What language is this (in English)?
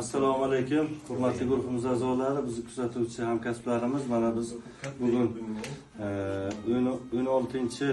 Uzbek